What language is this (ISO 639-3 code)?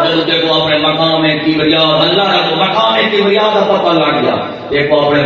skr